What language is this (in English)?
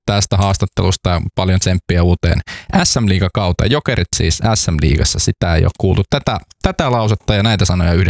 Finnish